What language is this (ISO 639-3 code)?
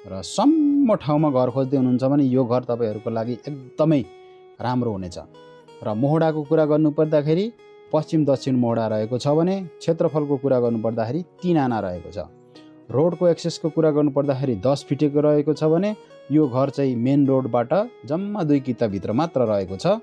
nep